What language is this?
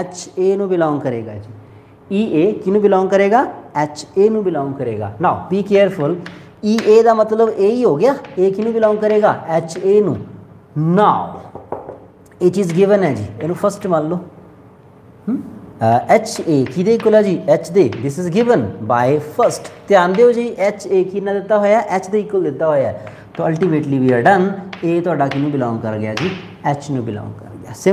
Punjabi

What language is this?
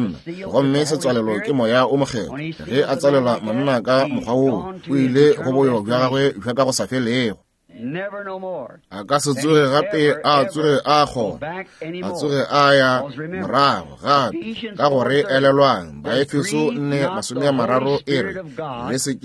Northern Sotho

